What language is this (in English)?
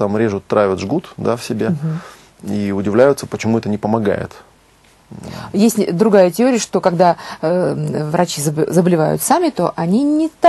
Russian